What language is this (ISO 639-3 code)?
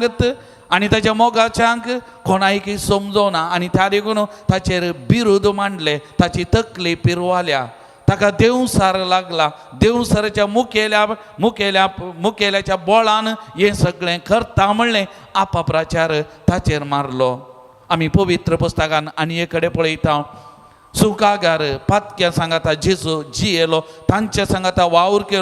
kok